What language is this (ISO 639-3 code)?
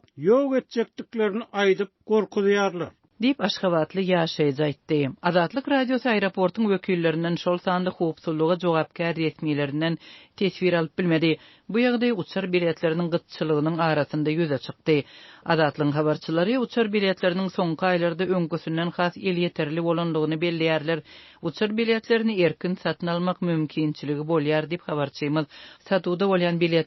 tuk